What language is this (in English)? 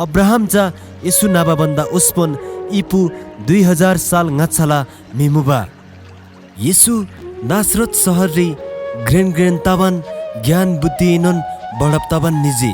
Eastern Tamang